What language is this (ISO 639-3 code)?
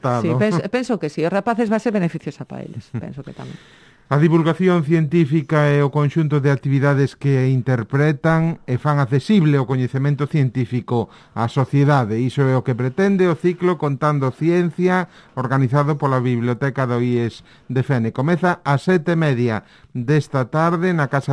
glg